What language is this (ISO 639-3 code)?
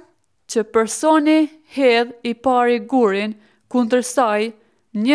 sqi